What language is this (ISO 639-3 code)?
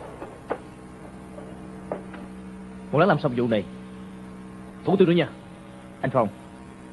vie